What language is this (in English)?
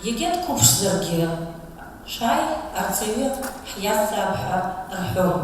Abkhazian